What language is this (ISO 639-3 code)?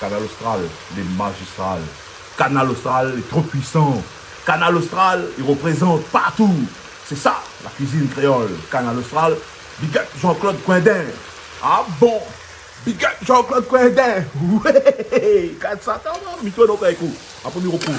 rcf